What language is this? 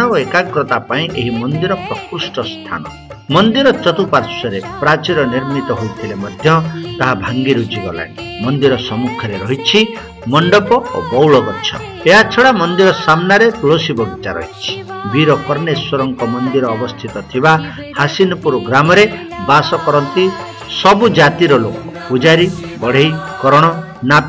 Odia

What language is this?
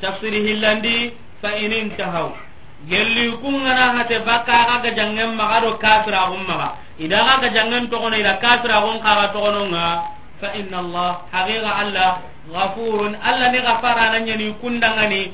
Soninke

